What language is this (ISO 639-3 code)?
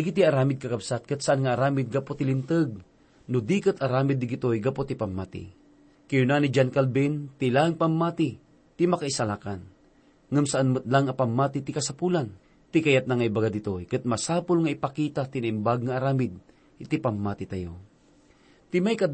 ilo